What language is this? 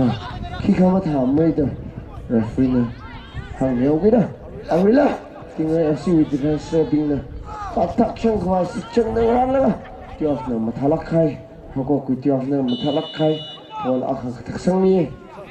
Tangkhul Naga (India)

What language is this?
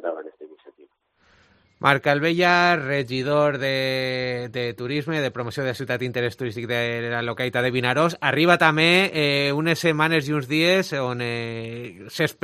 Catalan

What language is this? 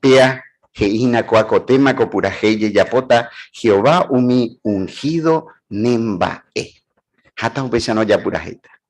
Guarani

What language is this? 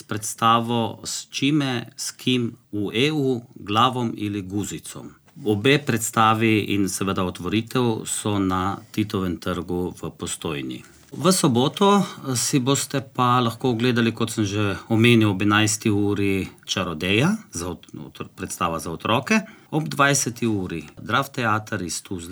Slovenian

